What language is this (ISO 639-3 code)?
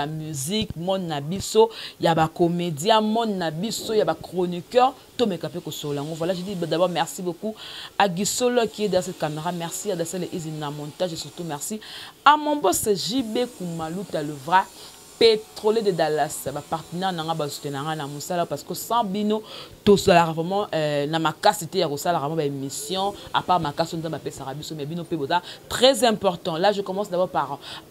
lin